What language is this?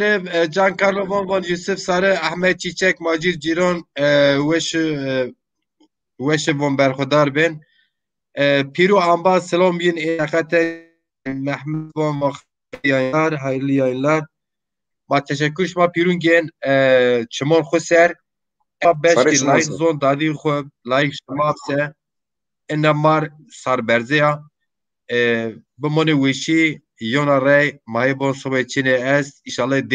Zaza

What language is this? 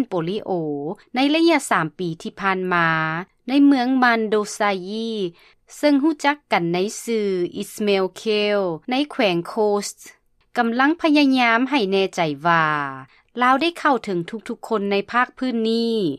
Lao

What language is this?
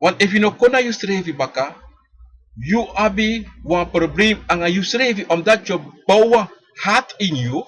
Sranan Tongo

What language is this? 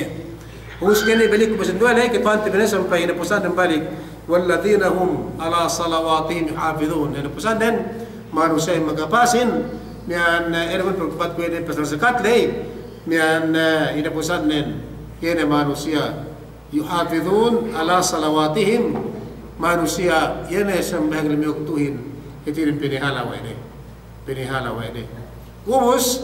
Yakan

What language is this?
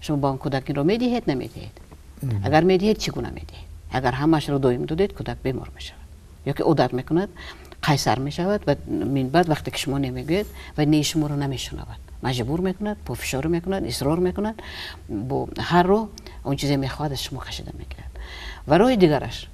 Tajik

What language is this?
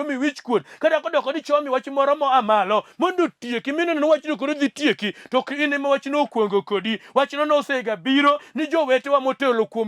Luo (Kenya and Tanzania)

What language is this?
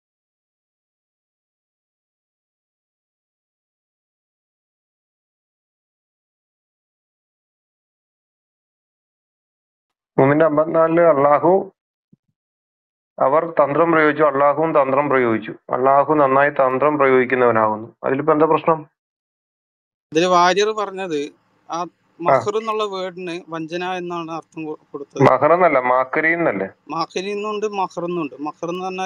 Malayalam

